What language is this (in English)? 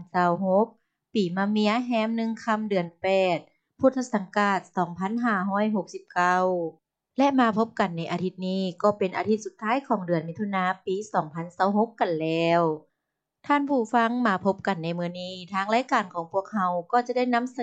Lao